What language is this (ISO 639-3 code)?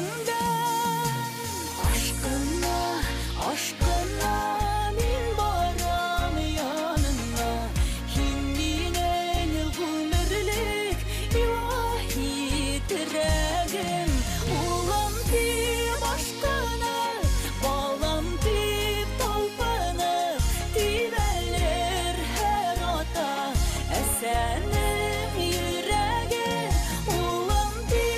bak